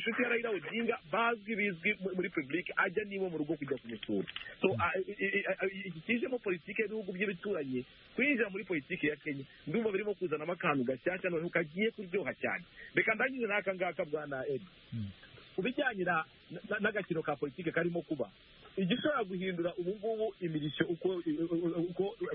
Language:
Kinyarwanda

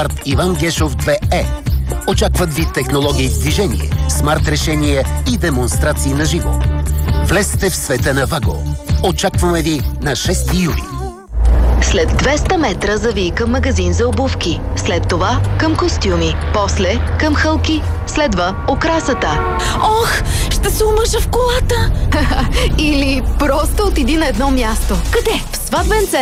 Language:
Bulgarian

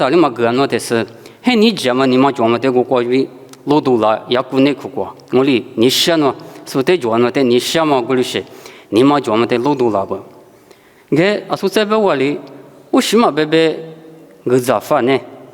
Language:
Lisu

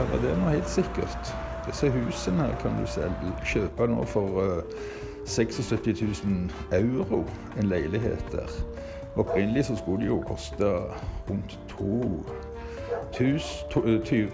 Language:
Norwegian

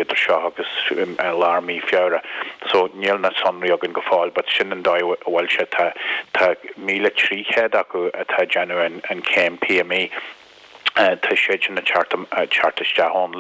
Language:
Irish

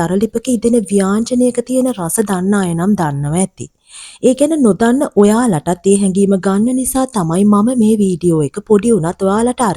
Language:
Sinhala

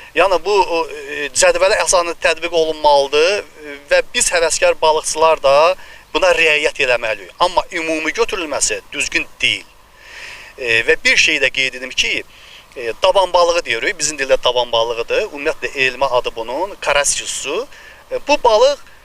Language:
Azerbaijani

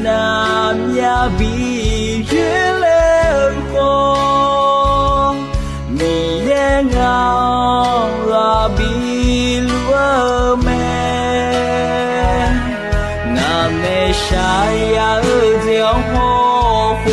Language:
Akha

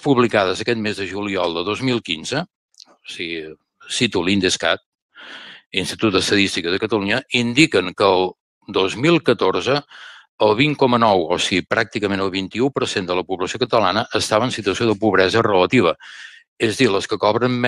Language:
Catalan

